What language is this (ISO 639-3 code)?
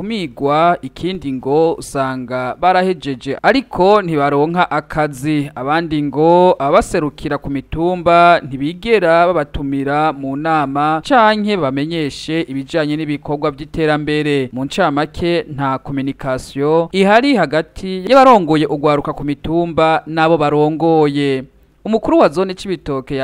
run